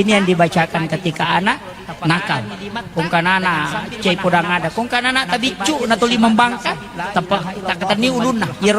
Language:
Buginese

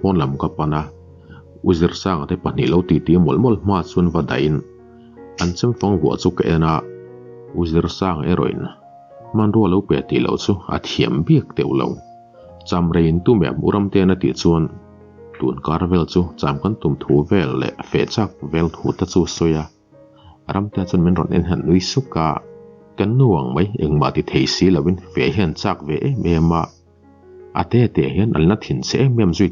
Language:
Mizo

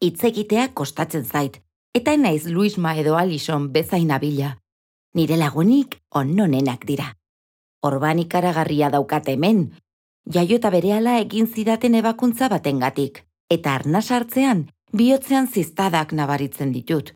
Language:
Basque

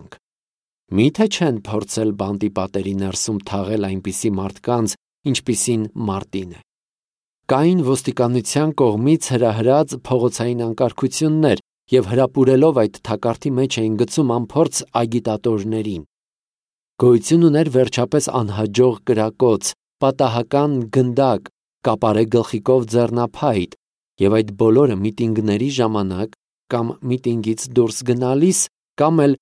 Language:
Armenian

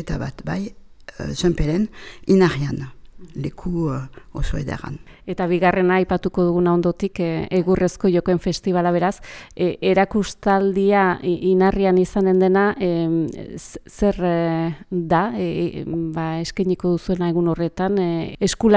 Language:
Basque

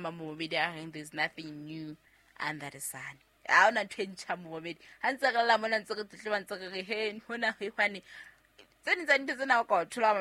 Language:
Southern Sotho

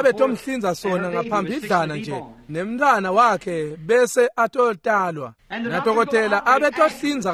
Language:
Swati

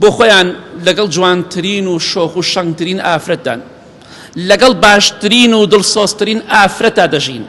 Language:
Central Kurdish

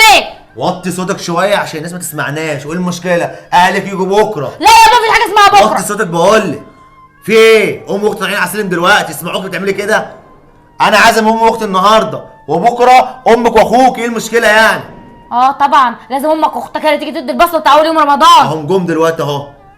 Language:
Egyptian Arabic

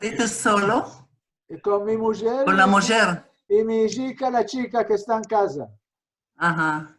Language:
Ladino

